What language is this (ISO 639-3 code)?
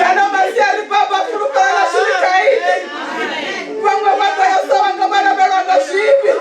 ven